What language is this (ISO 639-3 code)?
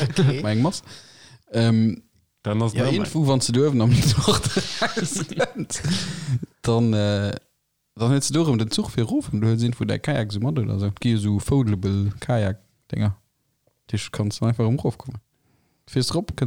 ltz